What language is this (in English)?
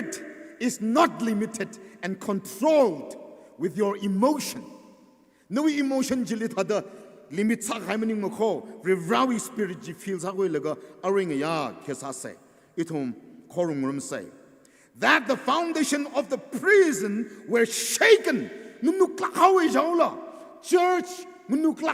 Tangkhul Naga (India)